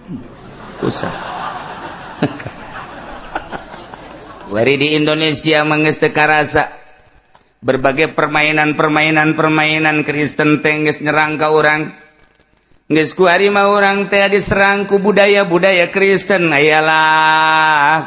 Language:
Sundanese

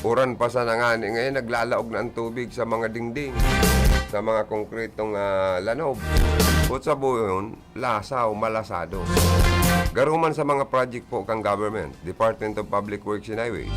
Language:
Bikol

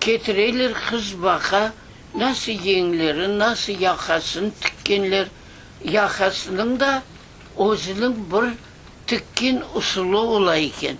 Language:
Crimean Tatar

